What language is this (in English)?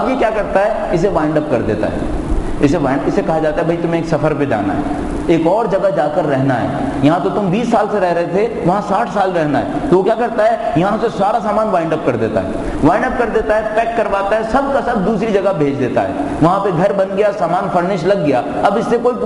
Urdu